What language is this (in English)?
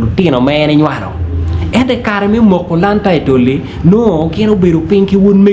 Acoli